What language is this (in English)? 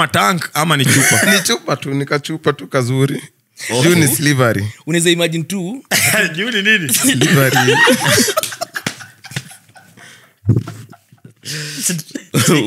Swahili